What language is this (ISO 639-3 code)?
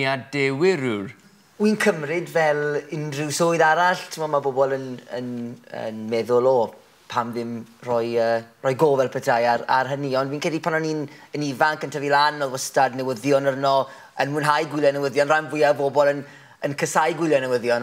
cym